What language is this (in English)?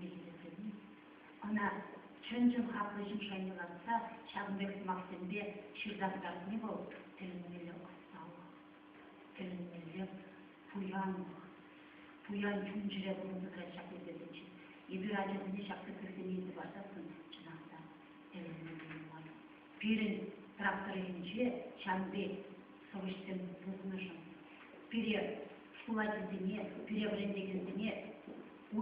Chuvash